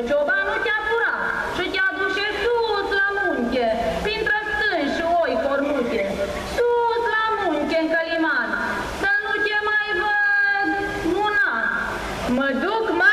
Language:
Romanian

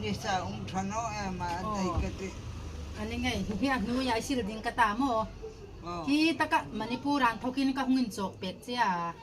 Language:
Hmar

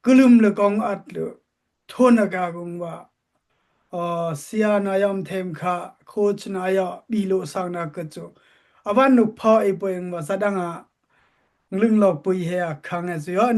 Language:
Dimasa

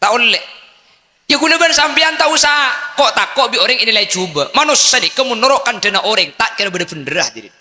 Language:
Madurese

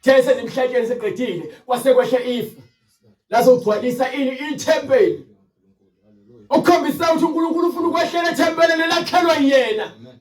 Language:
Zulu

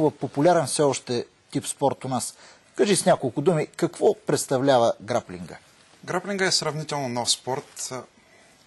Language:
Bulgarian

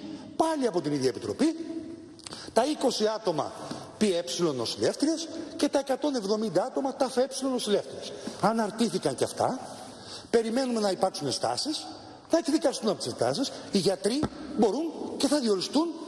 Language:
Greek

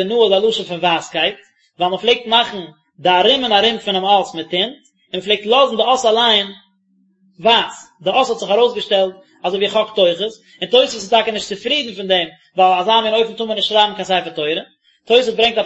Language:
Yiddish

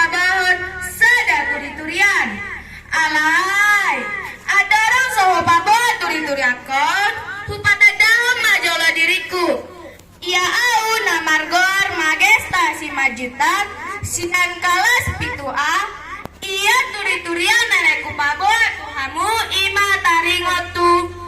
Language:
Batak Toba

